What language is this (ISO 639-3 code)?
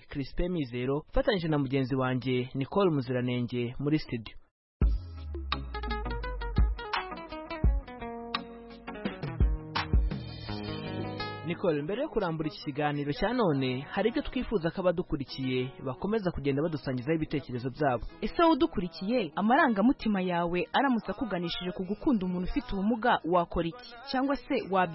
kin